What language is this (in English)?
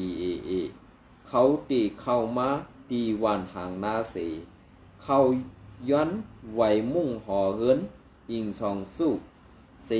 Shan